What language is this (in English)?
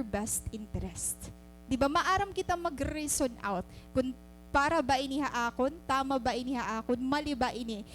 Waray